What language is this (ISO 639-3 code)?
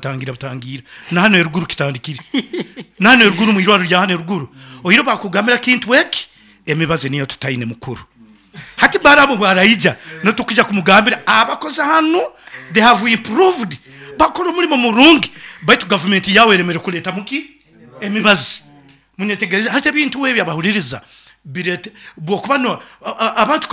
nyn